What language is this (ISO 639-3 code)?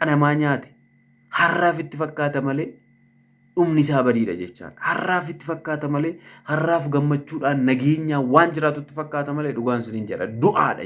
orm